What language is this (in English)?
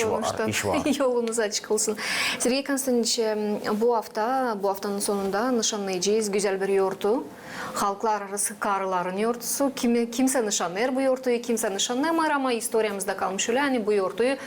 Gagauz